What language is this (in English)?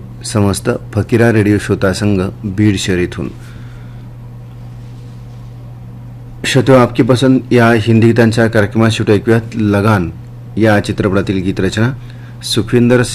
Marathi